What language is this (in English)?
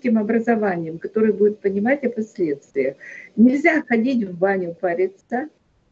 Russian